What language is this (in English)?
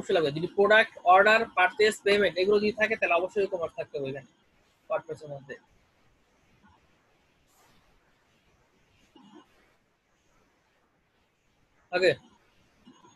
Bangla